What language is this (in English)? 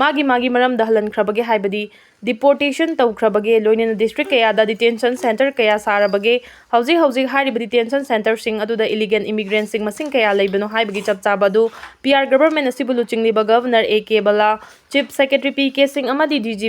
Manipuri